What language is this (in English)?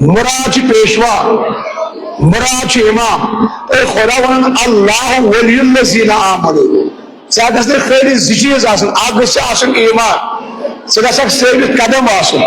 Kashmiri